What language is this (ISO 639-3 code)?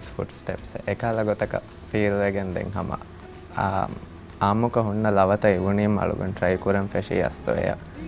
div